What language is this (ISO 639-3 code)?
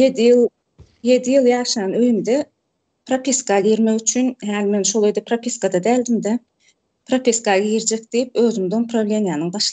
tuk